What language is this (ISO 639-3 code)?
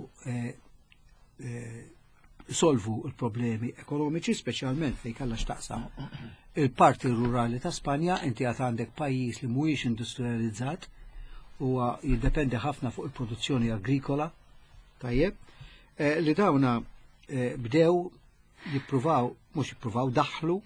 mlt